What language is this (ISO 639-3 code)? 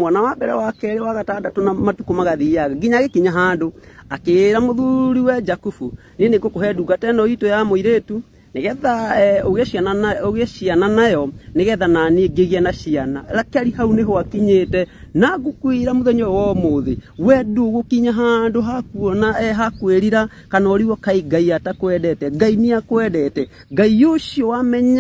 kik